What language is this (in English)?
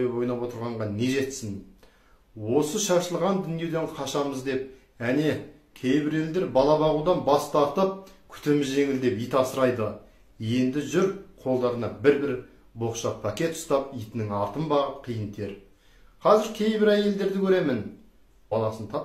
Kazakh